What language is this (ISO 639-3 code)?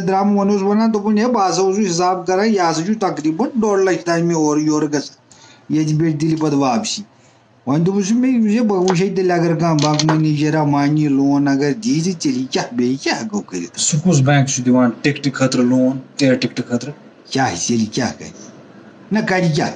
kas